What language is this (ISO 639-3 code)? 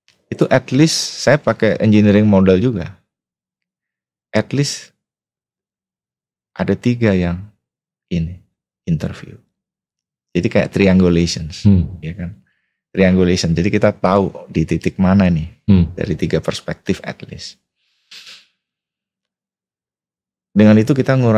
ind